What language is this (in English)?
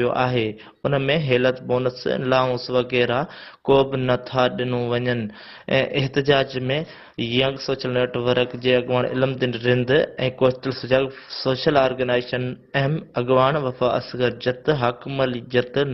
Sindhi